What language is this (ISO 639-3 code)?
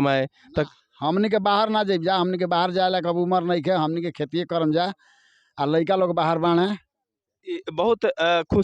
bho